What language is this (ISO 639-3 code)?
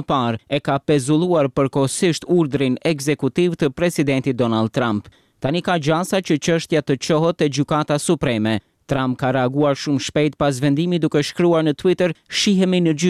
sqi